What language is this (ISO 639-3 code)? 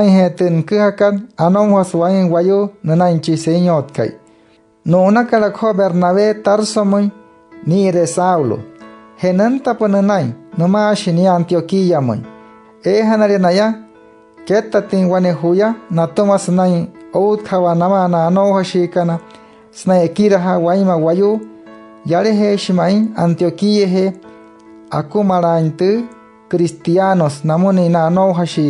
guc